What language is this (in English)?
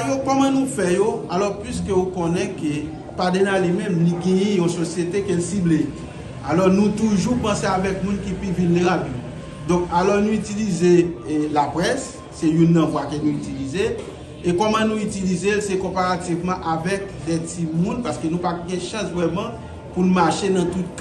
Haitian Creole